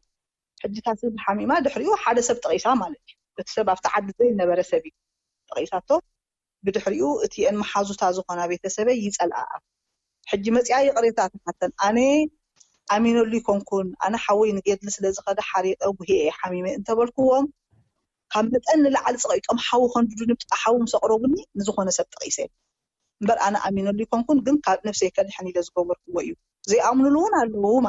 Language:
Tigrinya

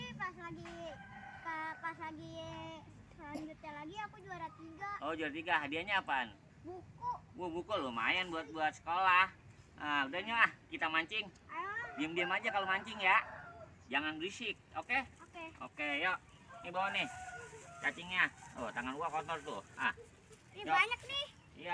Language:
Betawi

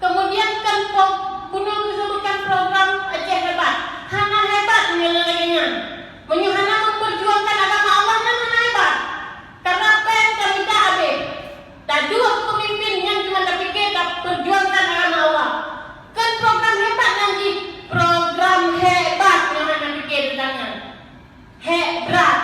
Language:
Achinese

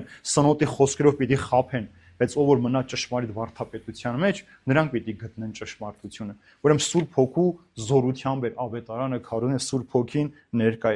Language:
Armenian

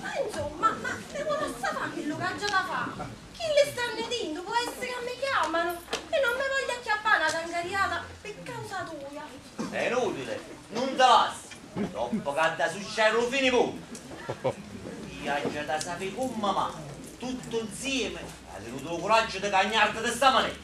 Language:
Neapolitan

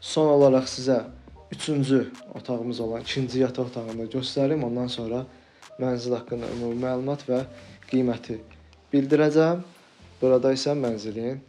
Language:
Azerbaijani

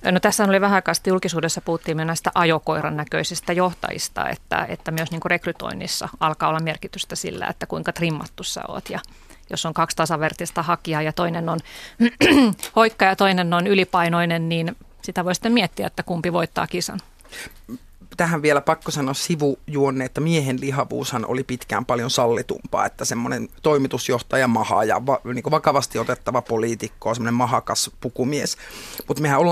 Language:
Finnish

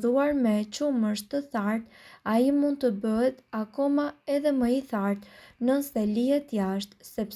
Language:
Albanian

